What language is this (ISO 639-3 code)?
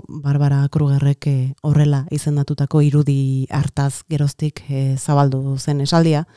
eus